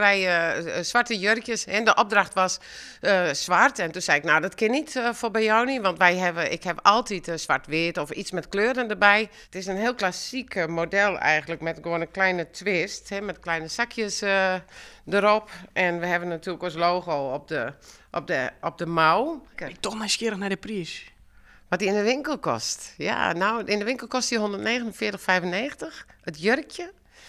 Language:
Western Frisian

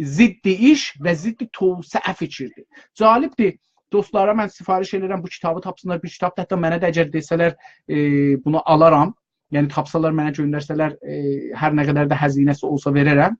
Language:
South Azerbaijani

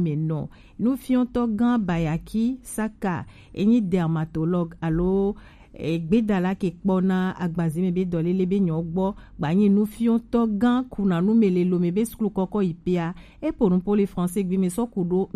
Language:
Gen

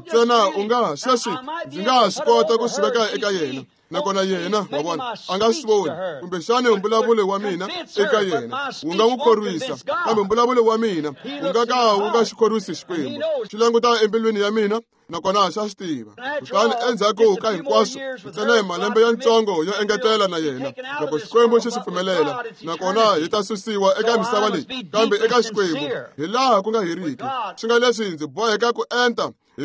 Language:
Tsonga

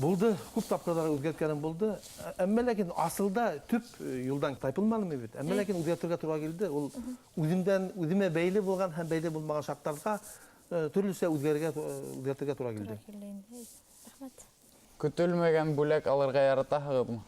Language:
Bashkir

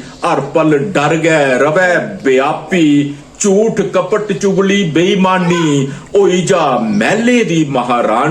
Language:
Dogri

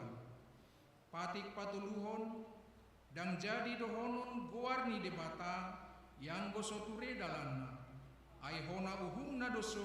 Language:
Batak Toba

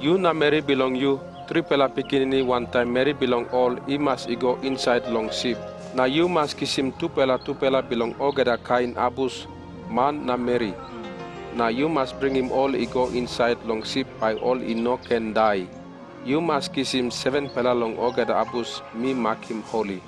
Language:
Tok Pisin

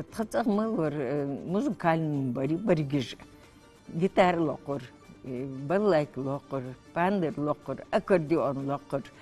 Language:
Ingush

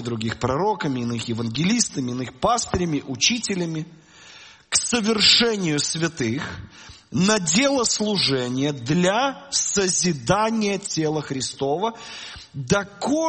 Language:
Russian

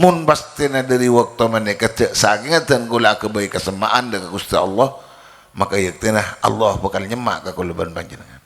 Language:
Madurese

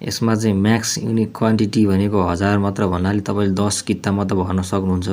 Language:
Nepali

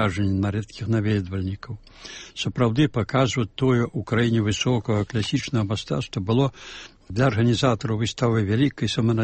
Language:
Belarusian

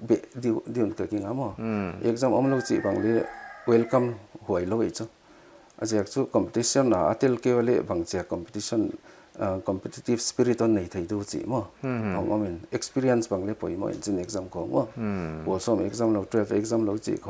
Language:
Paite Chin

